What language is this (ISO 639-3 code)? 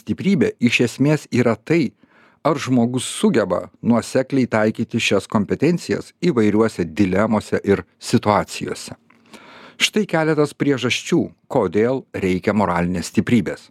lit